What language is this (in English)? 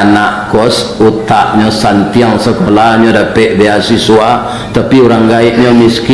Minangkabau